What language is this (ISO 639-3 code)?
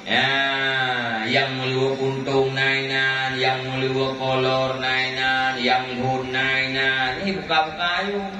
ace